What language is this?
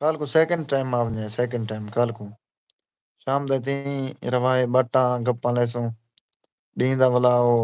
Saraiki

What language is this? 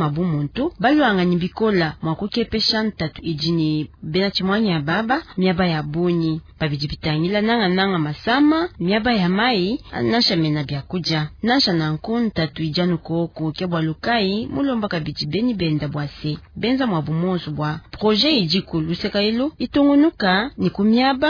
Luba-Lulua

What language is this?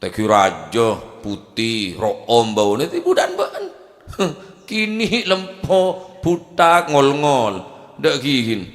Madurese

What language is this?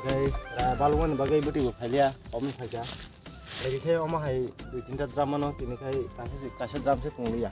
Kok Borok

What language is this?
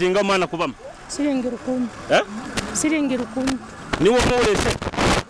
Nyoro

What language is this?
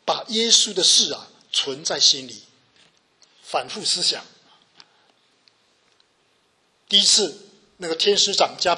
Chinese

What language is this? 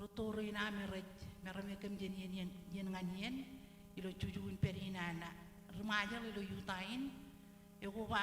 Marshallese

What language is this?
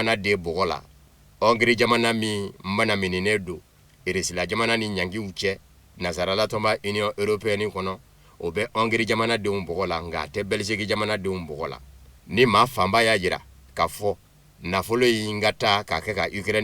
Bambara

